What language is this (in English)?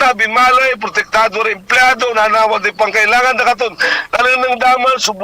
Pangasinan